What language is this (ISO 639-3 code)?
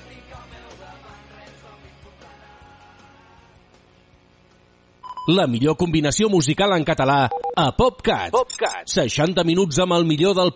cat